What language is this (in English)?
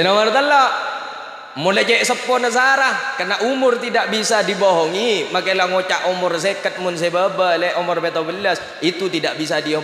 Madurese